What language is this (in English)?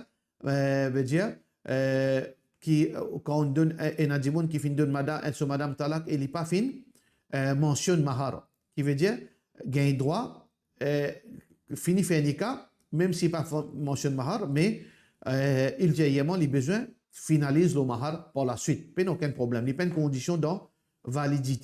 Morisyen